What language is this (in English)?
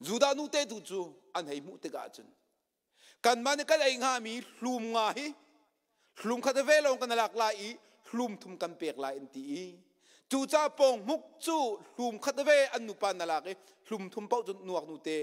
Hakha Chin